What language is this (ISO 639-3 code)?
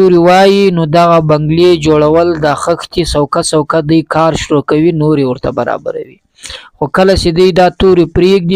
pus